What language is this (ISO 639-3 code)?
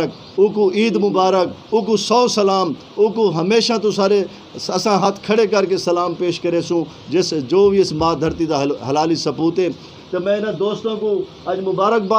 skr